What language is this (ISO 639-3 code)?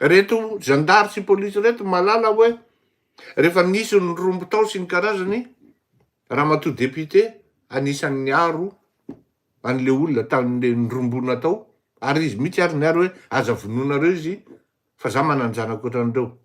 mlg